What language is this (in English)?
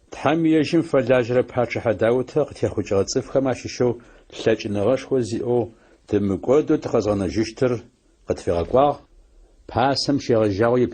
Adyghe